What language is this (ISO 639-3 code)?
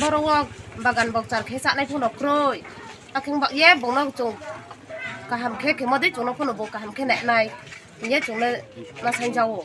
ria